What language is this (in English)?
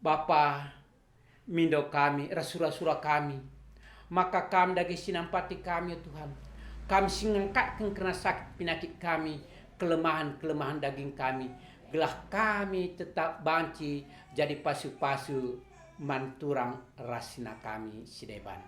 Batak Karo